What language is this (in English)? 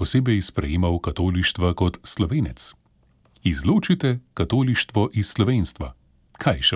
Slovenian